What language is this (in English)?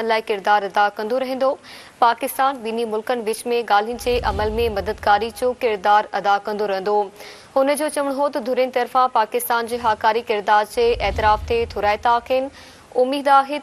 Sindhi